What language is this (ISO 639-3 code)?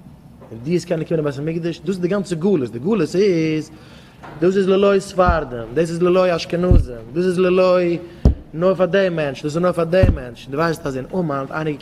yid